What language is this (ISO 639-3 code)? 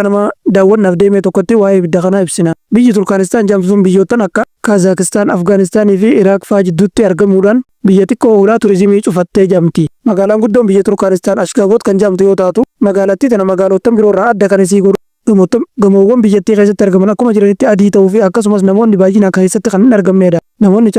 orm